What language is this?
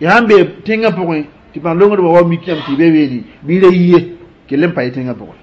Mossi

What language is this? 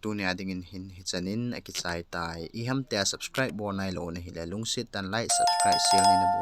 Thado Chin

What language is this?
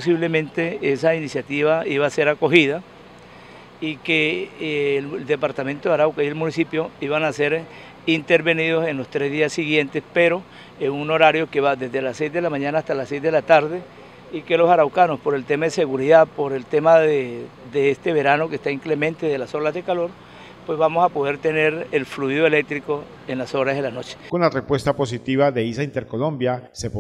Spanish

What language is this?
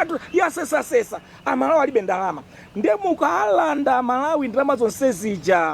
Nyanja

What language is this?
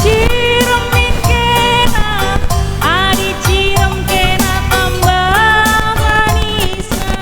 Batak Karo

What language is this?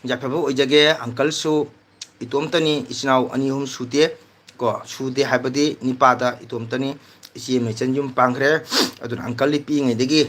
Manipuri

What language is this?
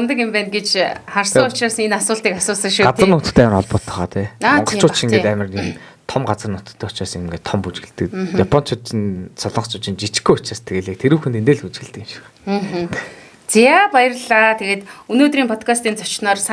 Mongolian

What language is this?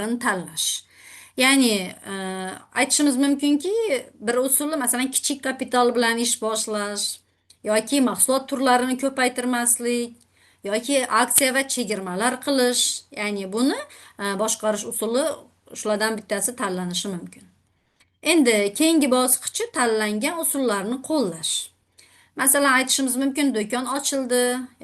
Uzbek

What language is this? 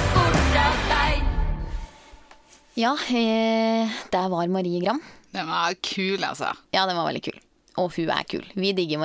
Norwegian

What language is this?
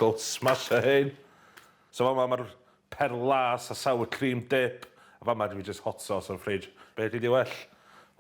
Welsh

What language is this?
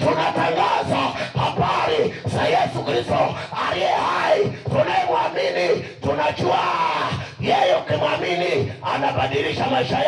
Swahili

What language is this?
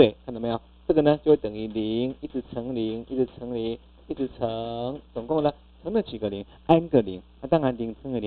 Chinese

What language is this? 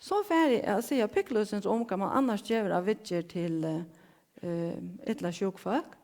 Faroese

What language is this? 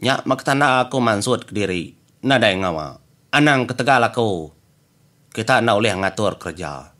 Iban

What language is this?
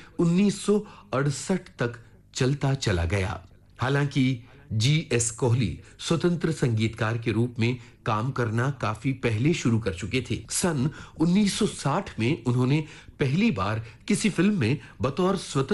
Hindi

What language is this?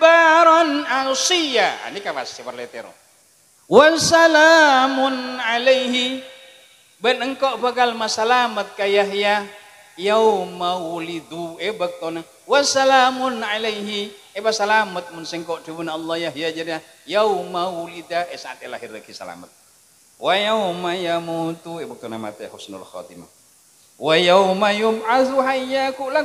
Madurese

